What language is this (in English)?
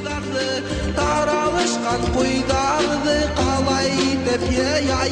Bashkir